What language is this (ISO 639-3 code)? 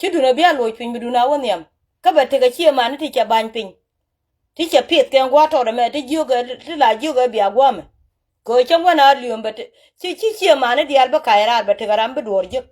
nus